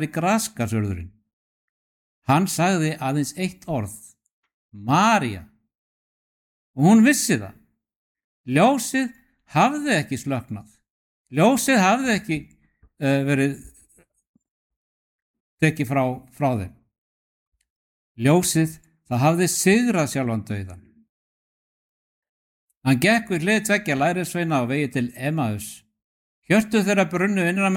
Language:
Icelandic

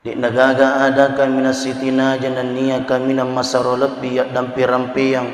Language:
Buginese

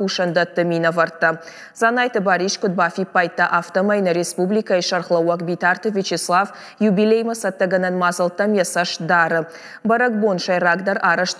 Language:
Ossetic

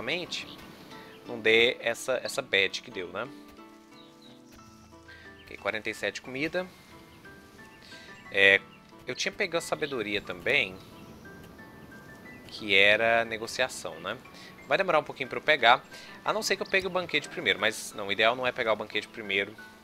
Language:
Portuguese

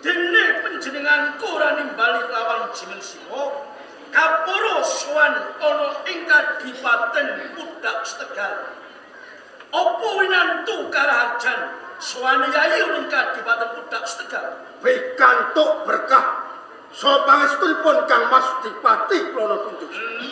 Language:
Javanese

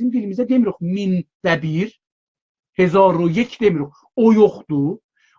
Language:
South Azerbaijani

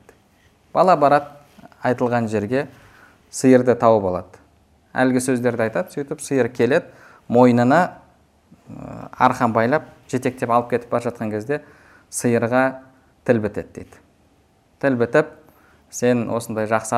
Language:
Kazakh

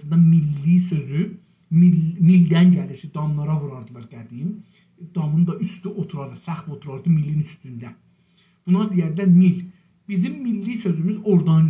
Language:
South Azerbaijani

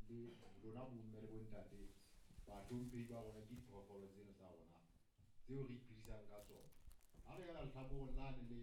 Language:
Southern Sotho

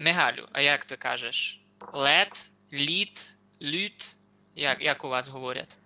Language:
Rusyn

